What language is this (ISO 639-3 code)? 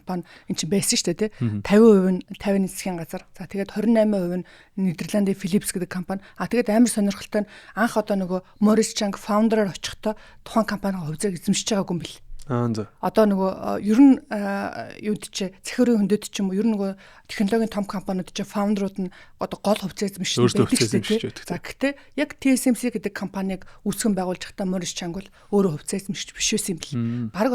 mon